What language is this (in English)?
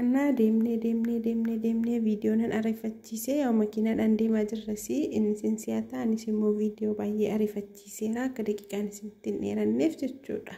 Oromo